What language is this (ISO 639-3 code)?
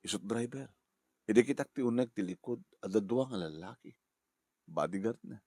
ilo